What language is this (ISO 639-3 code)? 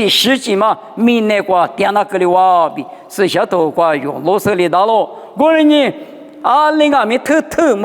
lis